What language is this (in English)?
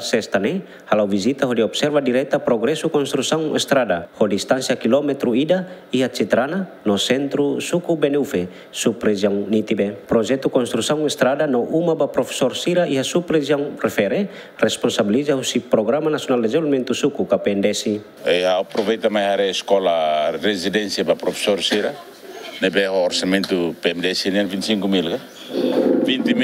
Tetum